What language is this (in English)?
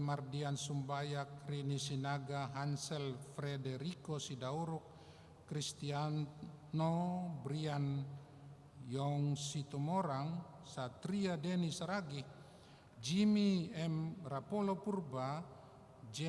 Batak Simalungun